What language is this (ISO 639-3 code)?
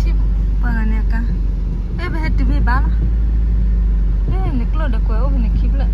ksw